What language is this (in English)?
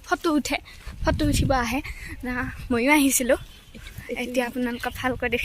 Assamese